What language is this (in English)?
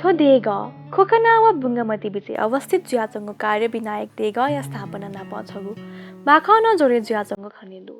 Newari